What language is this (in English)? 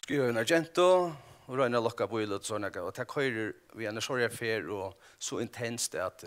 Faroese